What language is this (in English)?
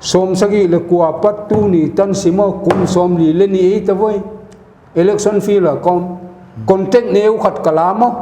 Paite Chin